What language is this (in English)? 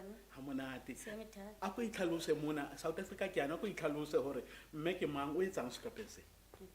Tswana